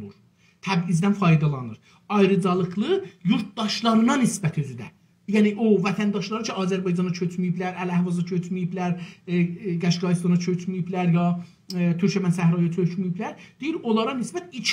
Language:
South Azerbaijani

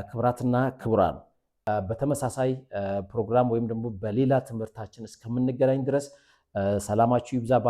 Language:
Amharic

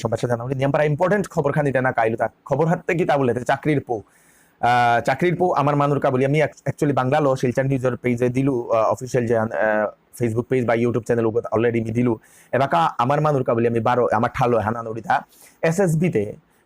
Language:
Bishnupriya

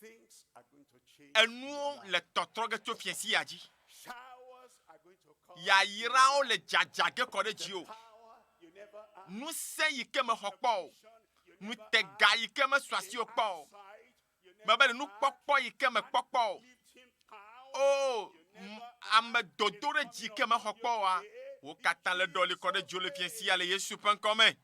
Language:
Ewe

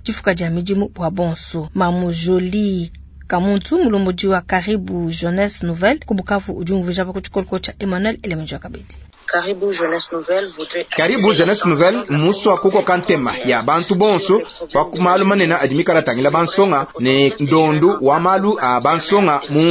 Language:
Luba-Lulua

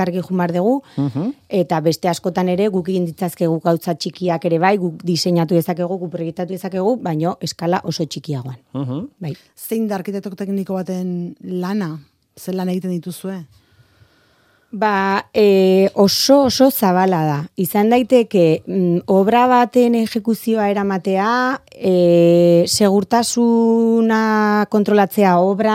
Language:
Basque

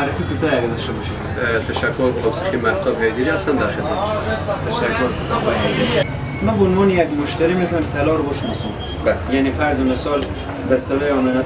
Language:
Persian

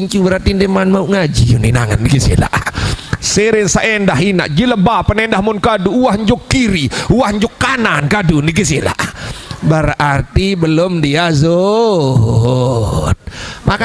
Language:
Sasak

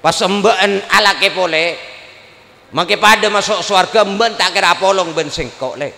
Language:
Madurese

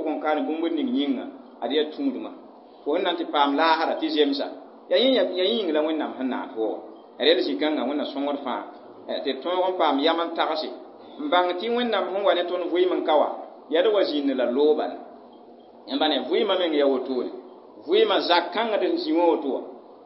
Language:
Mossi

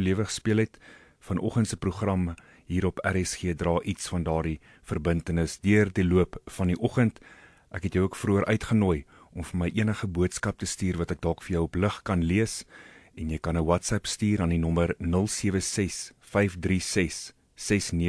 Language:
Afrikaans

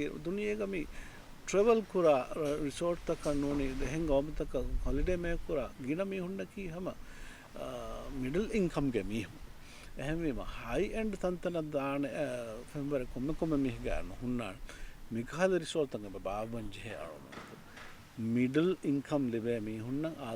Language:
Divehi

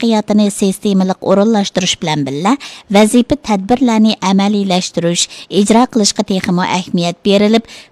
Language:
Uyghur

